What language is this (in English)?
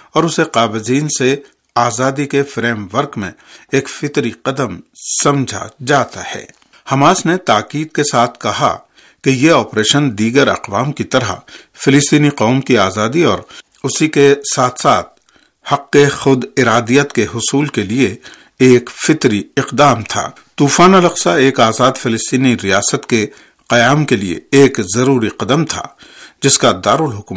Urdu